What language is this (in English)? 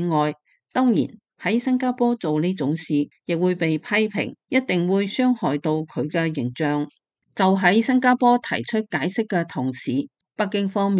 Cantonese